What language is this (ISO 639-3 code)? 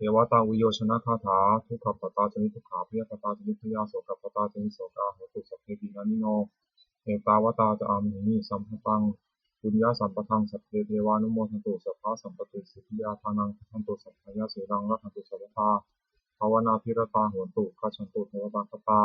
pli